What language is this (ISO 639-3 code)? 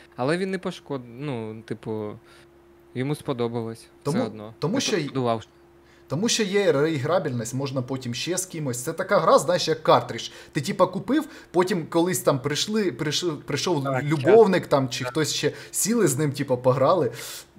ukr